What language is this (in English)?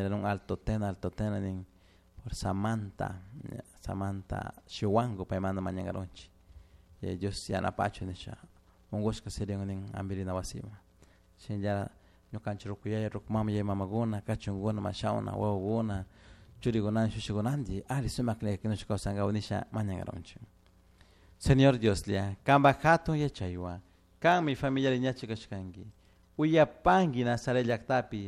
Chimborazo Highland Quichua